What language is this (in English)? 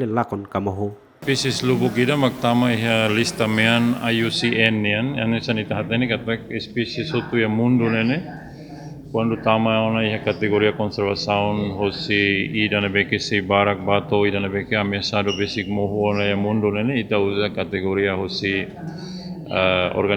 Tetum